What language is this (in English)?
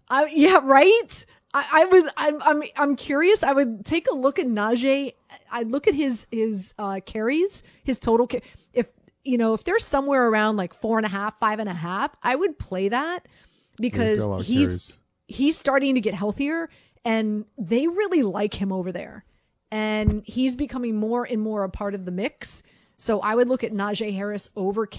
English